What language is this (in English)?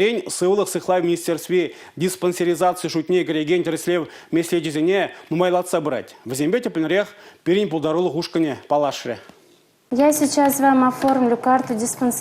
Chuvash